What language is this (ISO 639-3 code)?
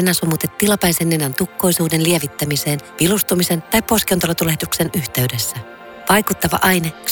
fin